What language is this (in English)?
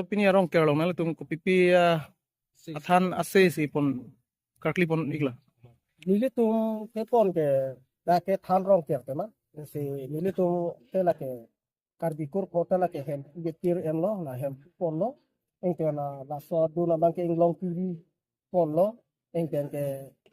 Karbi